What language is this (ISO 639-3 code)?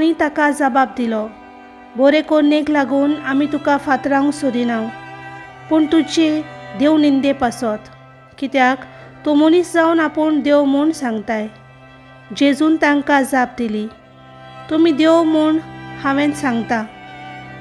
kok